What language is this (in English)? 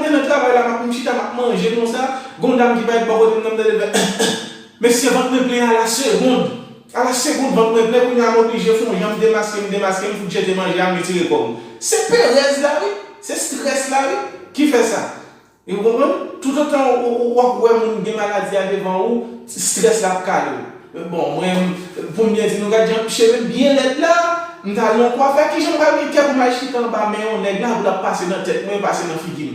Haitian Creole